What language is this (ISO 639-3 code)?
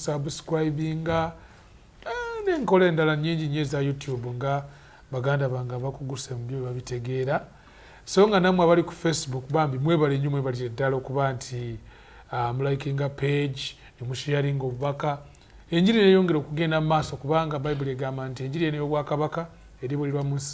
lug